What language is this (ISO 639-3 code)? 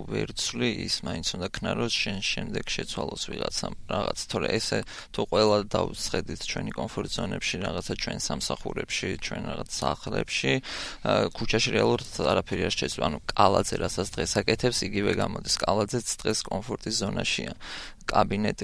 kat